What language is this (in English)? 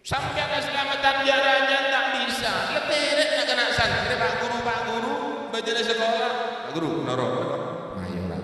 Madurese